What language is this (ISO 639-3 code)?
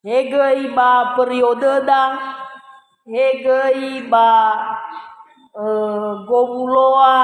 nia